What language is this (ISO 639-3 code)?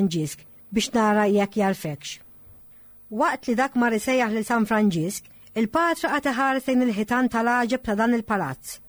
mlt